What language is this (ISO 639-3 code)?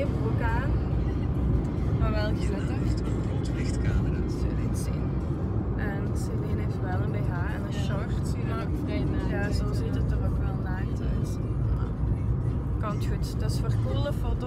nld